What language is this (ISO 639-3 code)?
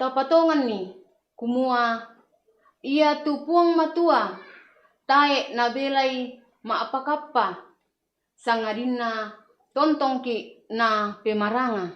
sda